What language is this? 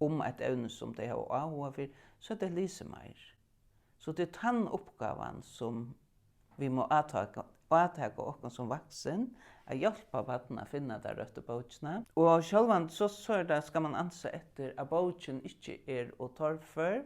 Faroese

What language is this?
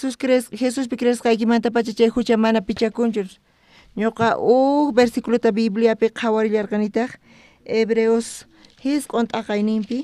South Bolivian Quechua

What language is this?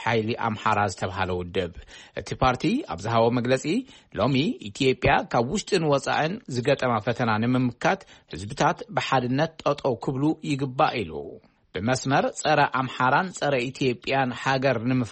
Tigrinya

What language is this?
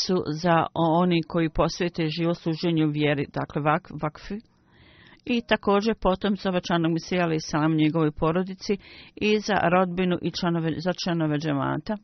Bosnian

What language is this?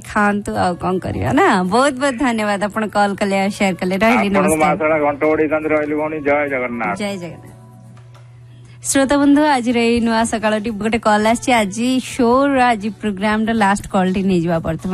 Odia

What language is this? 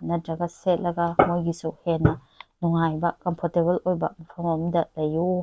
Manipuri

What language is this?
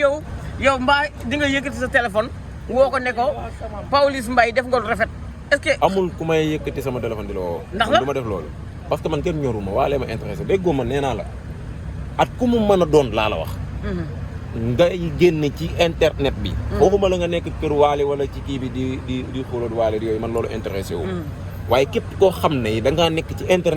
Wolof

